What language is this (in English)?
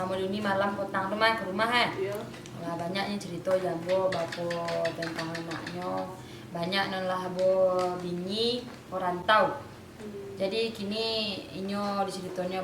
Minangkabau